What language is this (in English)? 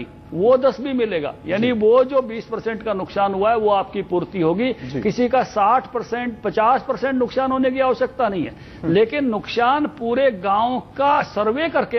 Hindi